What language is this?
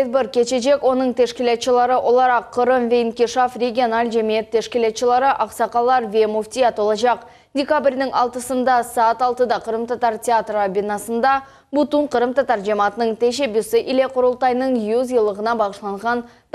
Crimean Tatar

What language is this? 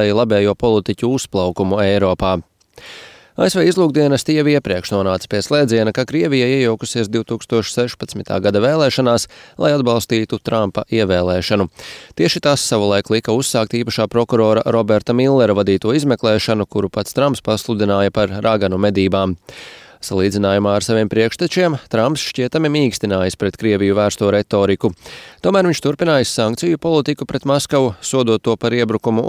Latvian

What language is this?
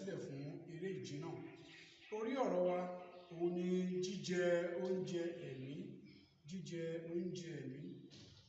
Yoruba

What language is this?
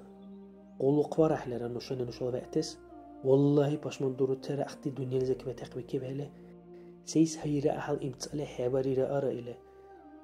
Dargwa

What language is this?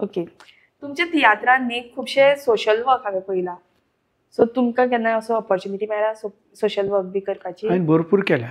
Konkani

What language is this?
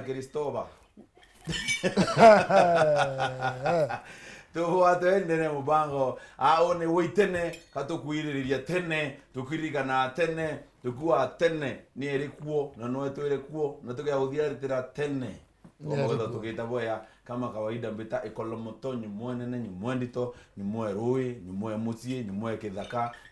Meru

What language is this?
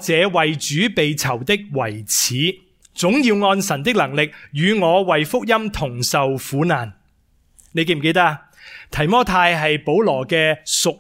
Cantonese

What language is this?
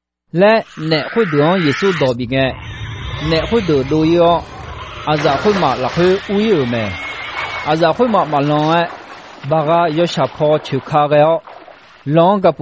Akha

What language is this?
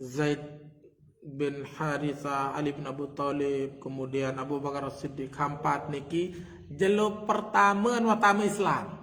Sasak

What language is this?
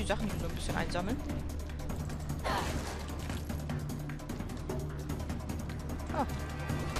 German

